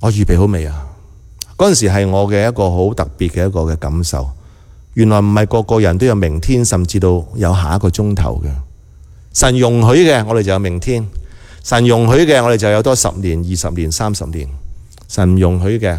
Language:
Cantonese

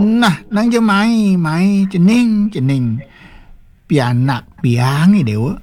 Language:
Balinese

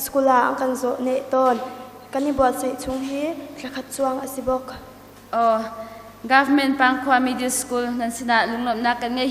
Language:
Hakha Chin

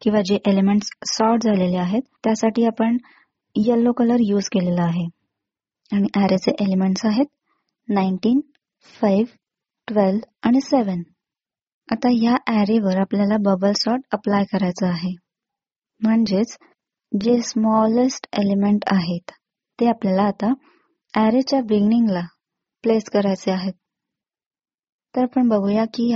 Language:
Marathi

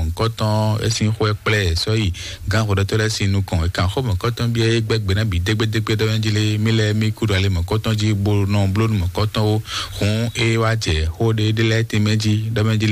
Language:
Fon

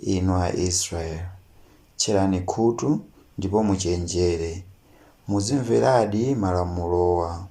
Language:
Nyanja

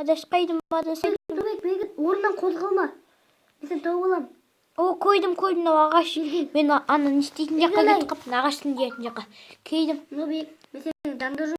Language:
Kazakh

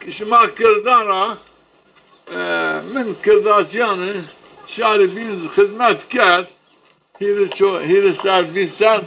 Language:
Zaza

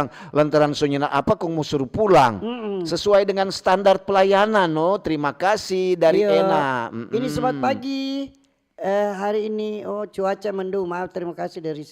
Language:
Manado Malay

